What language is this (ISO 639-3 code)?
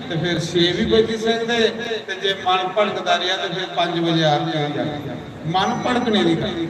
doi